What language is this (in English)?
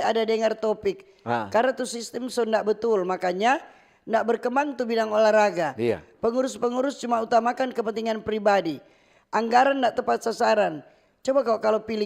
Manado Malay